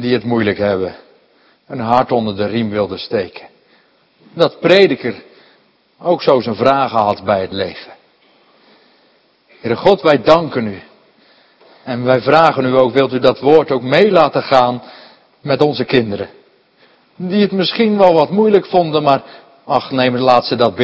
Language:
Dutch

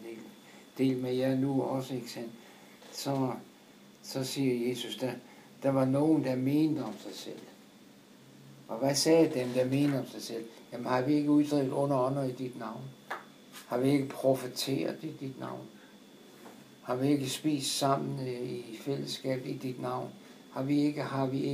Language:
Danish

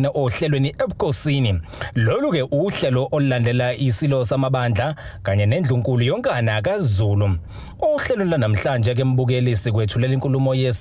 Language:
Zulu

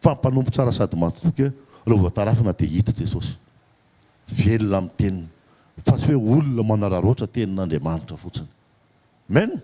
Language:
Malagasy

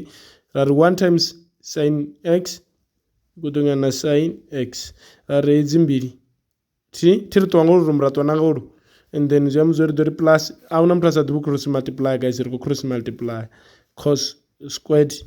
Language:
Venda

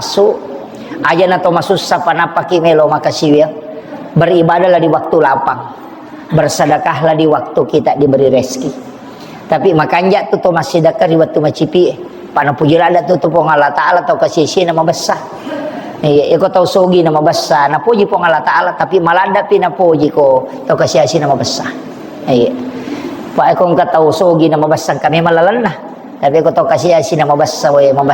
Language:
Buginese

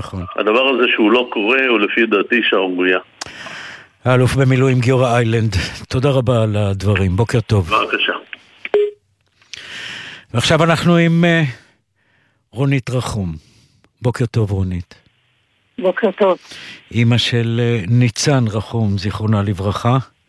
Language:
Hebrew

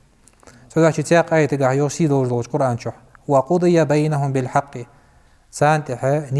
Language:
Ingush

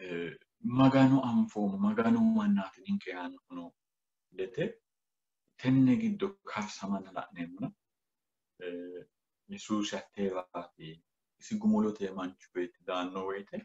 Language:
Sidamo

